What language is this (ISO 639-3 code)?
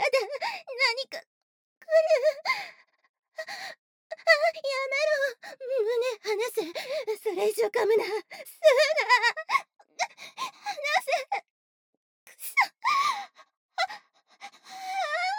jpn